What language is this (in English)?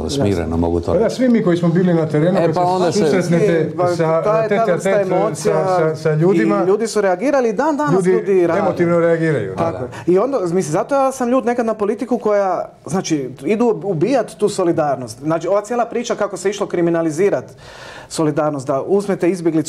Croatian